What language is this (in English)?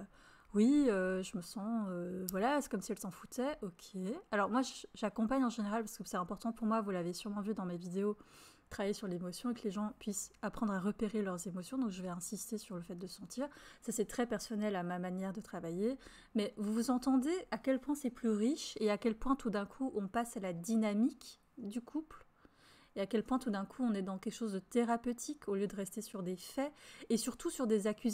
French